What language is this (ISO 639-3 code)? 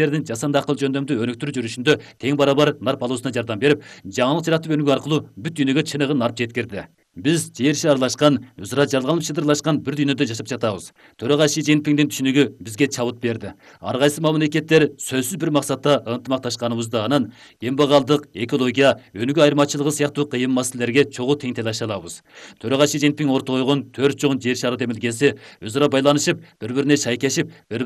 kir